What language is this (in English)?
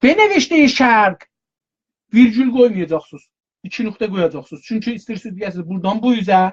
South Azerbaijani